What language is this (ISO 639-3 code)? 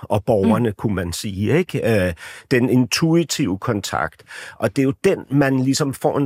dan